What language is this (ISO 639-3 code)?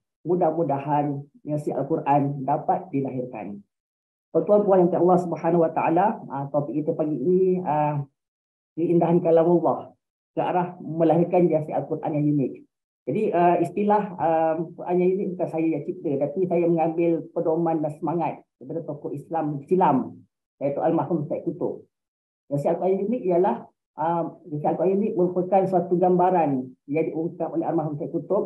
msa